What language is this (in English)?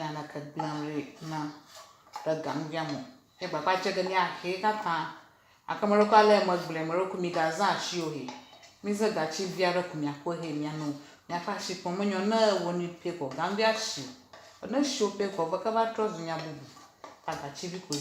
Ewe